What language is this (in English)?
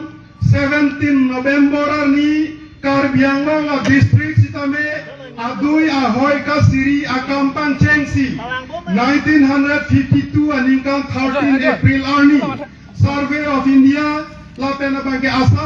Karbi